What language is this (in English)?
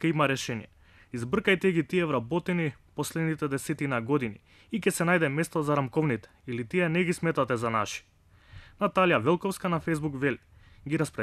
Macedonian